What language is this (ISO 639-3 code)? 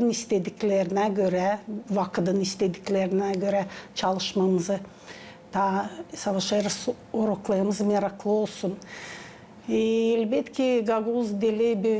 gag